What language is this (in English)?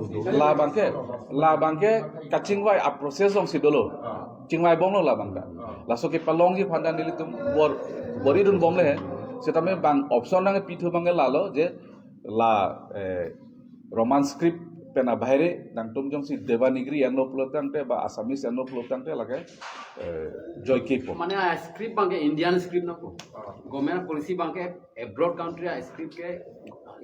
Karbi